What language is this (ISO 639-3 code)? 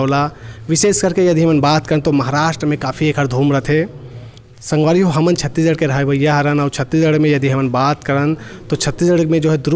hne